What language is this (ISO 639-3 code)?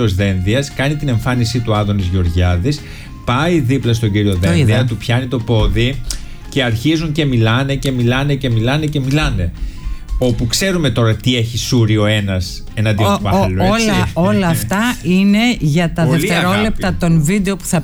ell